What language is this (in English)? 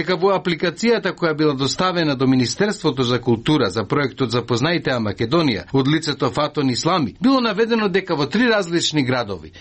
Macedonian